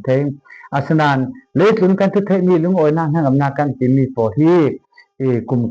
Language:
Falam Chin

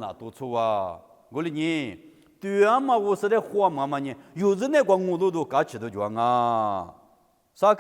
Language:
Lisu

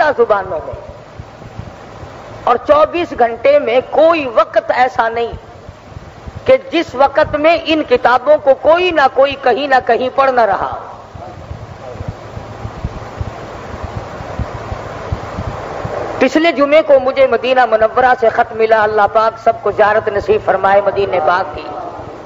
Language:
Urdu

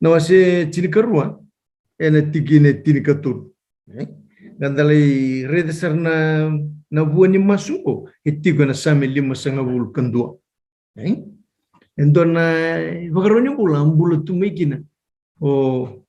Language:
Fijian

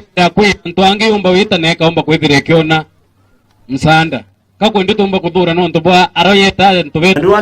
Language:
Meru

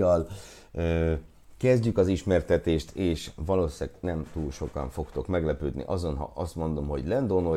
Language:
Hungarian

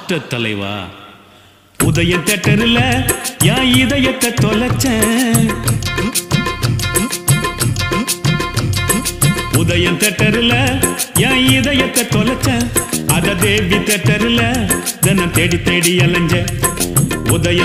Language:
Tamil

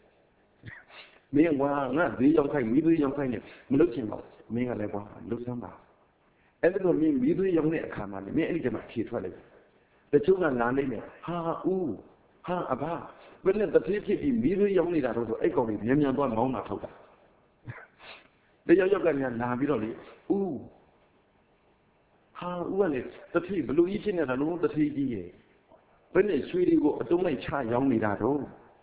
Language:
Burmese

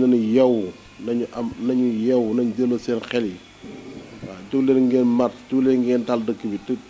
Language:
Wolof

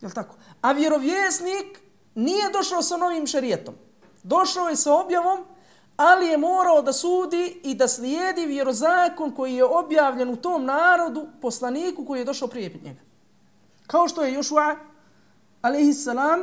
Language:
Bosnian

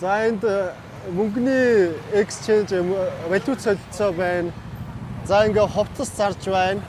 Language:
Mongolian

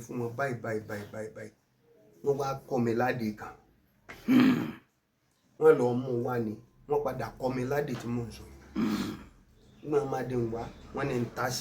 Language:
Yoruba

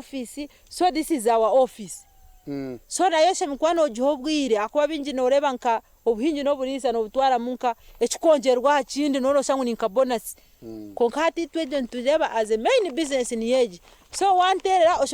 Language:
Nyankole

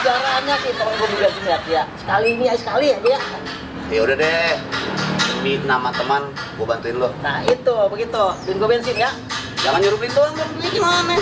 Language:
Betawi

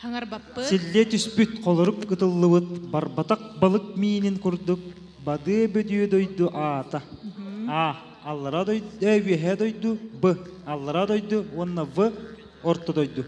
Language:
Yakut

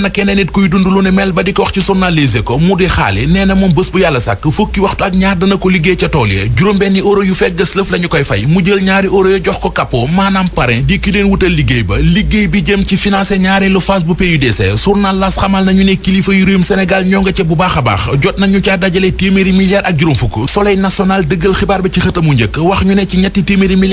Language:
Wolof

